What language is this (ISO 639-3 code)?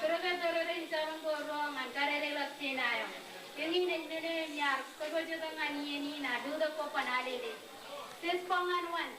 mah